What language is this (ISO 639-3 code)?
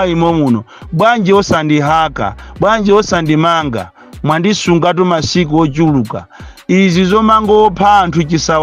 nya